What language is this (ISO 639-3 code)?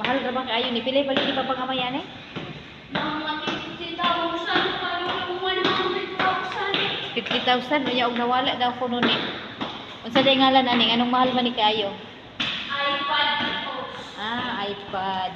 ceb